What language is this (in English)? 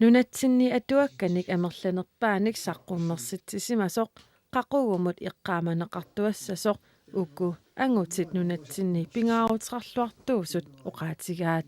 Kalaallisut